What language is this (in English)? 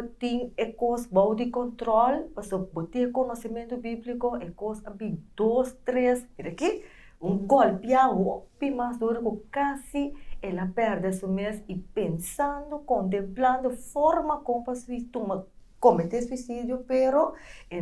Papiamento